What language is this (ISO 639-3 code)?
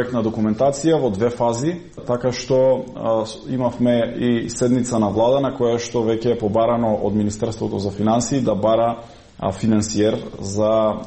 mkd